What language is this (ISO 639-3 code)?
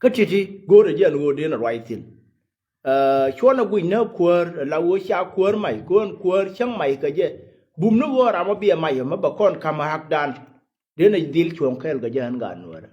nus